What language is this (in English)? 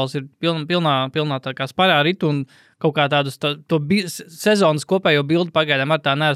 Latvian